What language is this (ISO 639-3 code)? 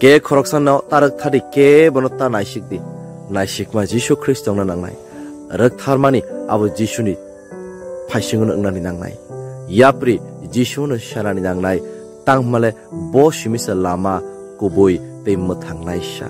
trp